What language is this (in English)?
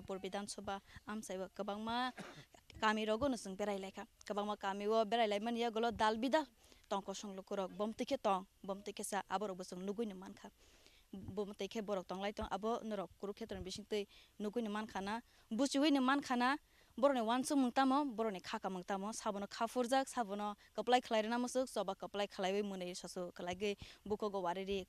Kok Borok